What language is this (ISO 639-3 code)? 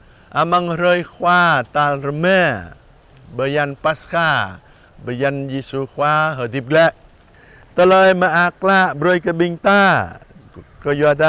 jra